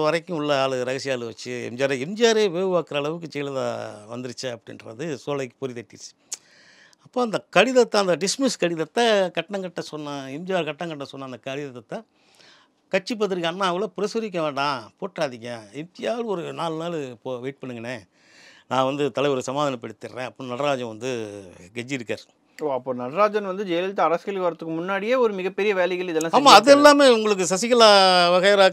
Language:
Tamil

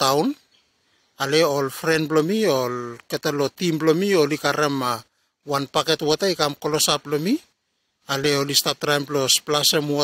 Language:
Bislama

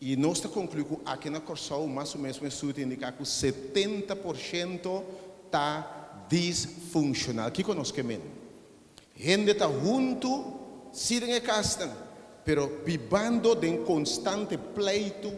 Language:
Papiamento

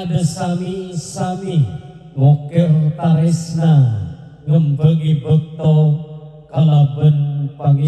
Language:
Madurese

